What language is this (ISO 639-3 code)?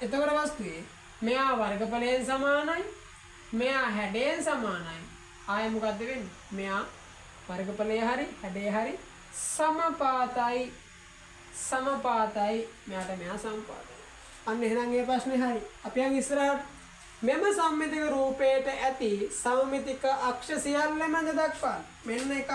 sin